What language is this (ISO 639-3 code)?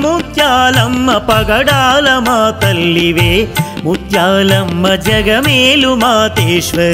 tel